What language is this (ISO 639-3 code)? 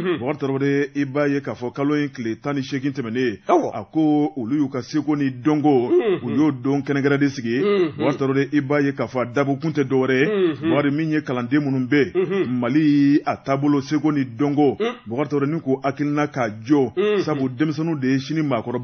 bam